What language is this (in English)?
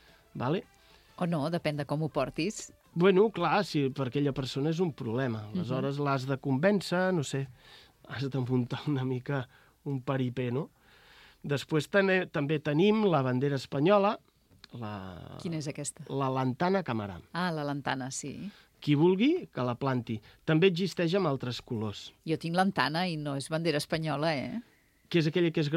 Catalan